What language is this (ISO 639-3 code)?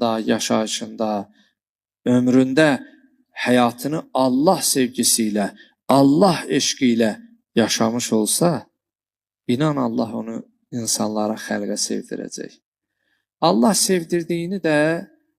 aze